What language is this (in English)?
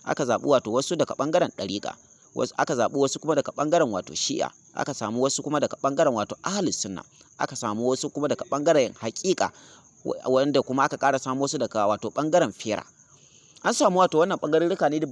Hausa